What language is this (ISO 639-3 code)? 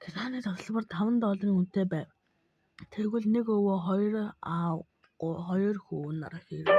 mon